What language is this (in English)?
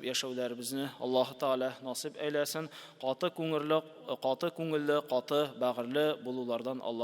Tatar